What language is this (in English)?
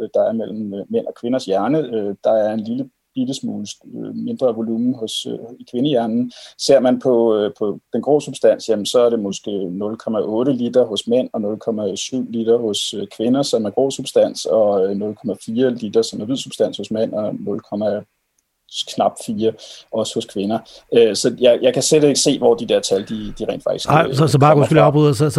Danish